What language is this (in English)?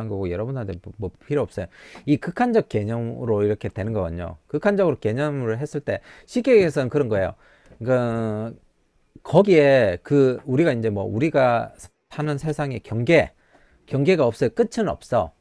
Korean